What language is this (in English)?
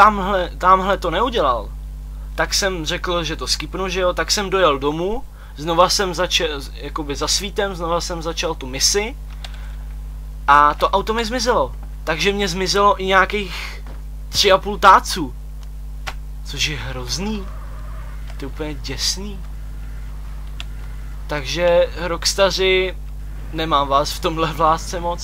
Czech